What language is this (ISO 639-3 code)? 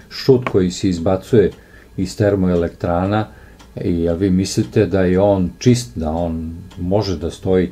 srp